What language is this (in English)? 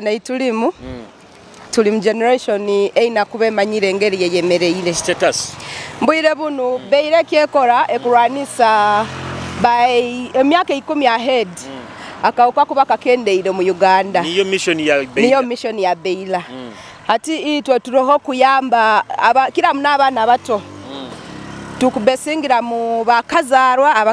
Nyoro